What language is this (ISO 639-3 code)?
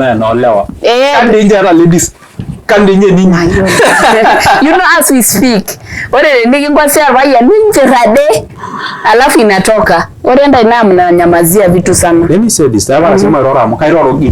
mas